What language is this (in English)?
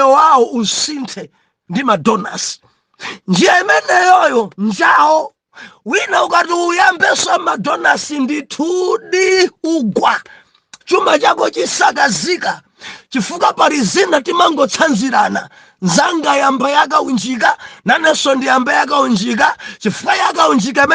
Nyanja